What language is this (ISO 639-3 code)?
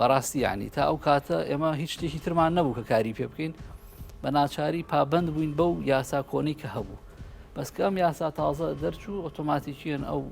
ckb